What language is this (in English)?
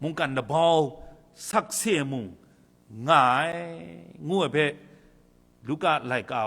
Kachin